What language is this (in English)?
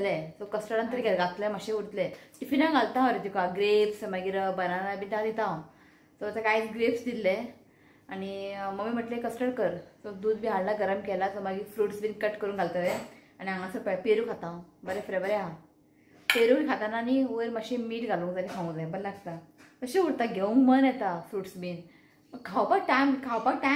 Konkani